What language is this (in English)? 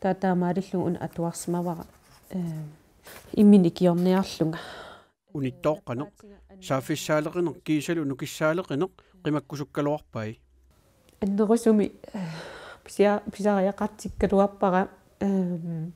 Kalaallisut